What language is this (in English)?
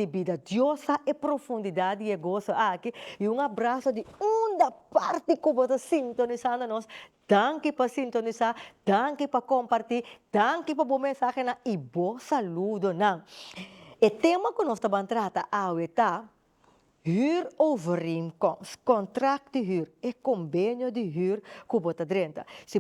Papiamento